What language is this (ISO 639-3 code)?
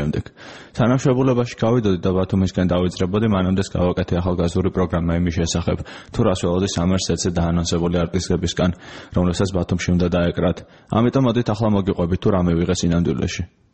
kat